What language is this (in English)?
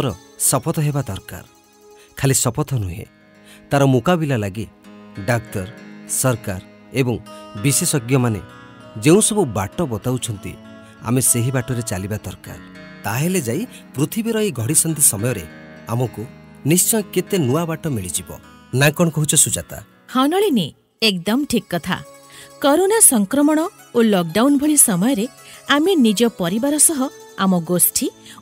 Odia